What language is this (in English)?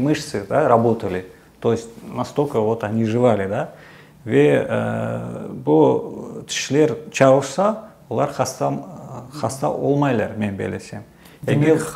Crimean Tatar